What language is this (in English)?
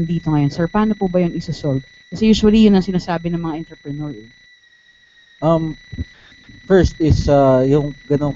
Filipino